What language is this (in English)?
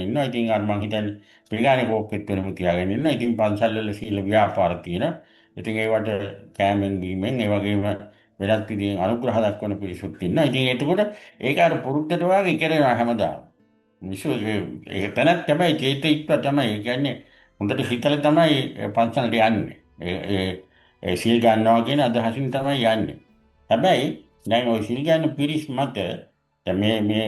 Sinhala